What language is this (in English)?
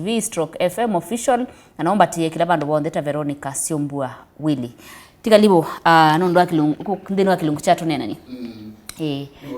Kamba